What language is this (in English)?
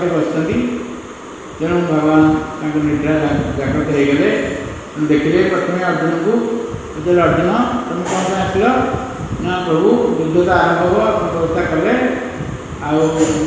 Odia